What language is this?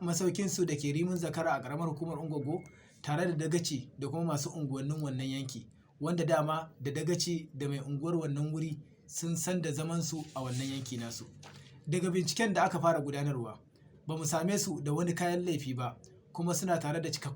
Hausa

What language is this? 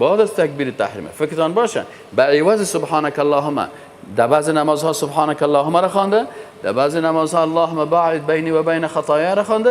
Persian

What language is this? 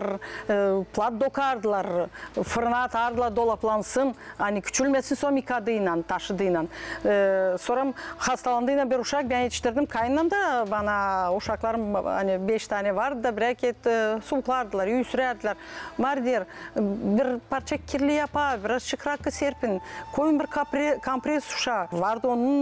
Gagauz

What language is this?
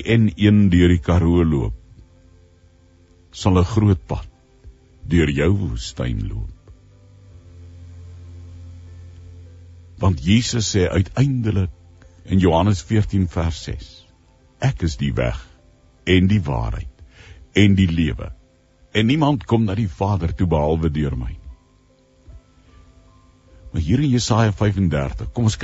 Afrikaans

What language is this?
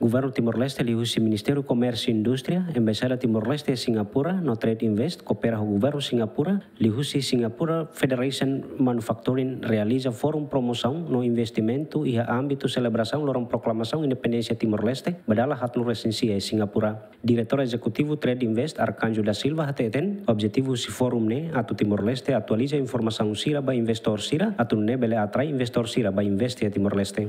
Tetum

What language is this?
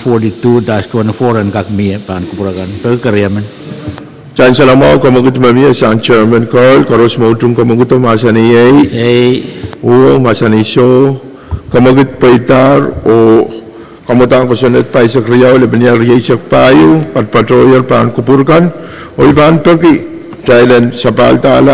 Pohnpeian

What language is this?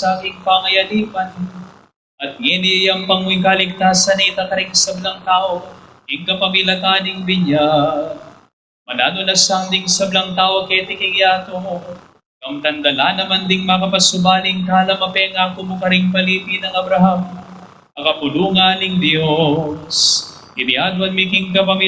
Pampanga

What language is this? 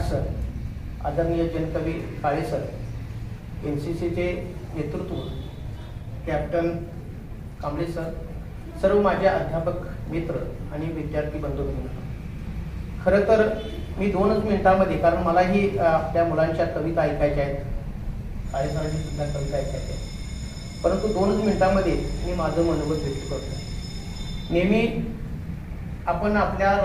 Marathi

